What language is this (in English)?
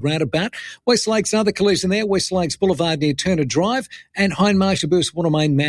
English